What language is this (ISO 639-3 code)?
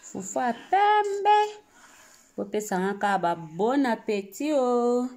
lin